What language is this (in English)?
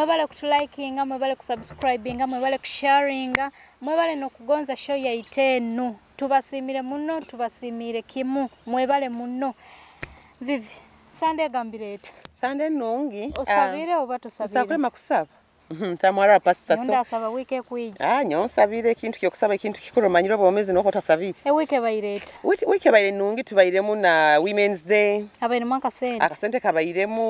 Nyoro